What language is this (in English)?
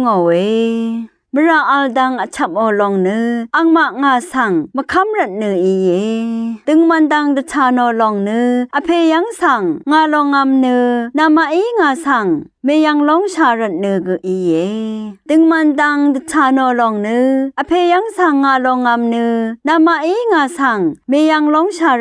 Rawang